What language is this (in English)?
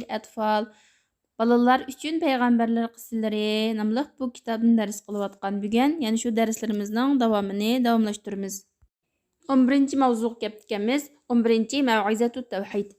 Uyghur